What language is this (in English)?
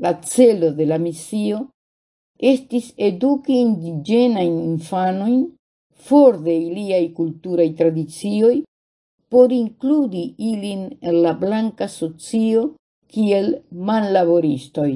Esperanto